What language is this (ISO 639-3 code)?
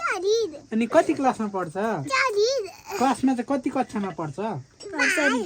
nep